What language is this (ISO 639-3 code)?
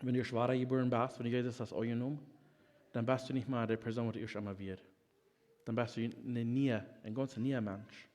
pdt